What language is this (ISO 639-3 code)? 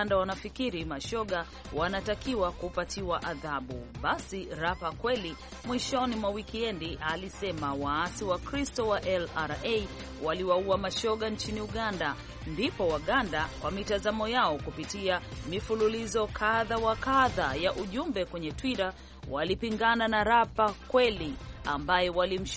swa